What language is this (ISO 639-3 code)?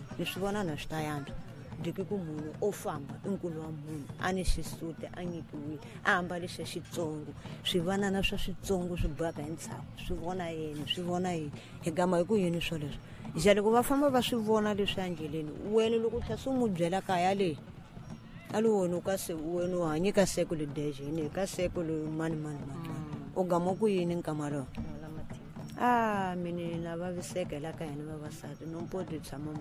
tso